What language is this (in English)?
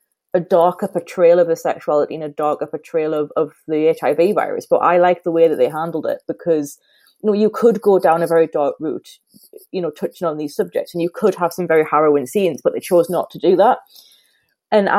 English